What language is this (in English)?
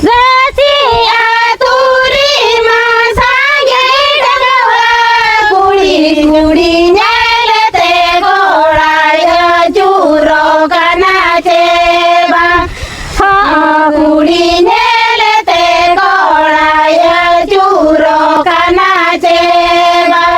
Santali